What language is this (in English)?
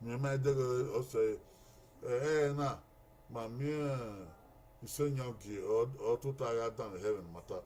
Bini